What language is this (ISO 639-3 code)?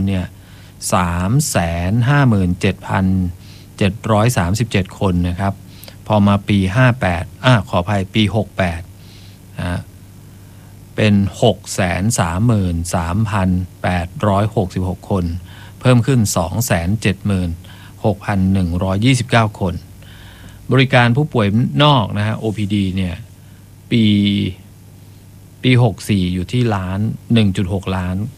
tha